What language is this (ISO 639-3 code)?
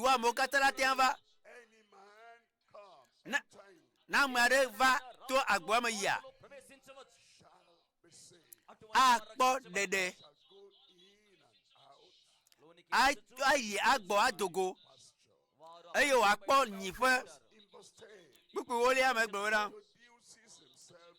ewe